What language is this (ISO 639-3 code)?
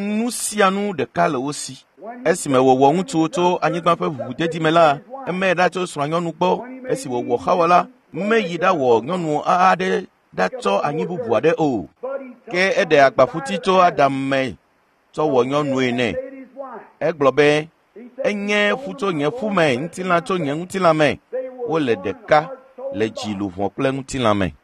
ewe